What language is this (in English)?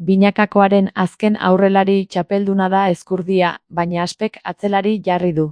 Basque